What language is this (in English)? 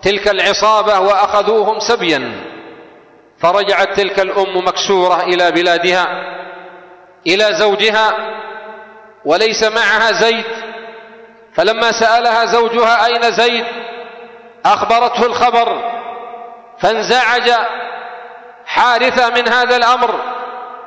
Arabic